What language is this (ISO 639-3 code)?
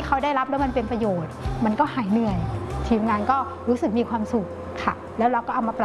tha